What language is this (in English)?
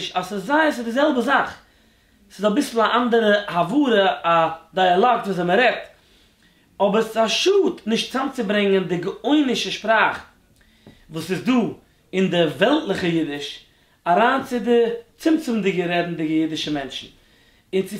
Yiddish